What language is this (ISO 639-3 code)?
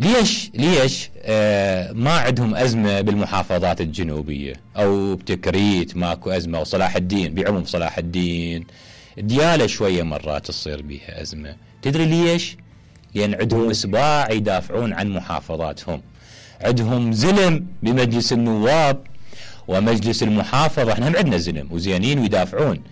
acm